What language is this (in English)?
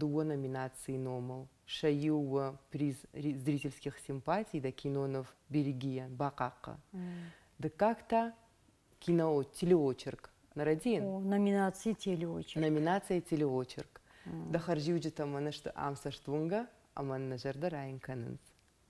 Ossetic